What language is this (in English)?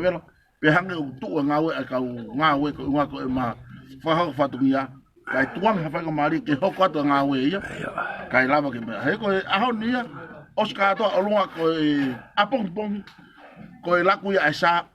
Tongan